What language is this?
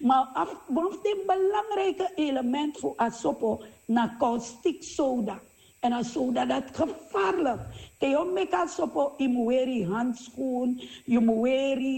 Sranan Tongo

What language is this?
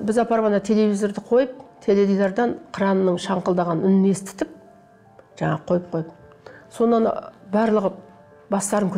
Kazakh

